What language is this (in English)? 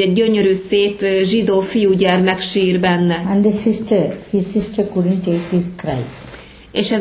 Hungarian